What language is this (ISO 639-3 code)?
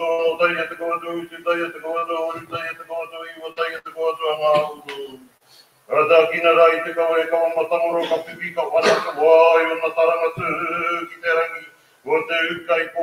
mri